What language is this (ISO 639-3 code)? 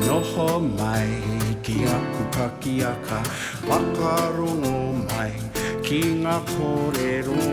mri